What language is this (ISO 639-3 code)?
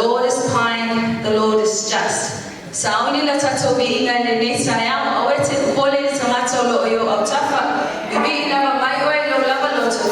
smo